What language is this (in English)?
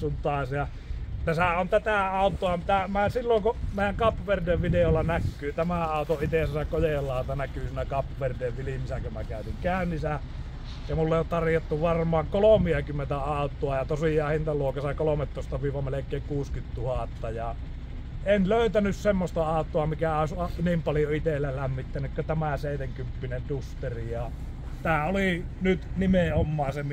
Finnish